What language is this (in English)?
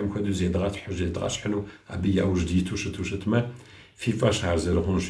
Kabardian